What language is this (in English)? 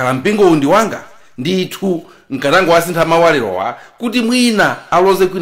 Nyanja